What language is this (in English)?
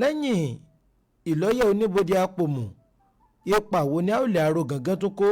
Yoruba